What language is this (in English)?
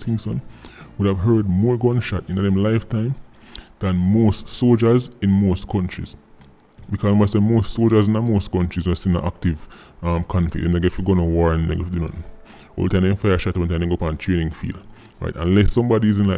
Jamaican Creole English